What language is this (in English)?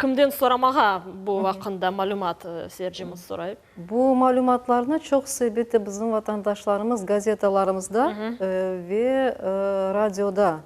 Crimean Tatar